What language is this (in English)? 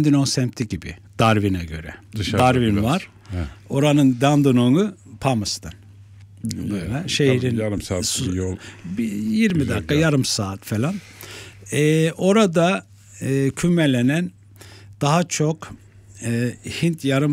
Turkish